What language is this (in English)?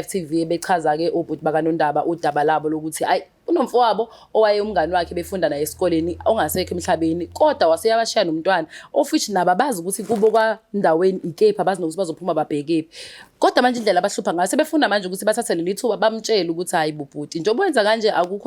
Zulu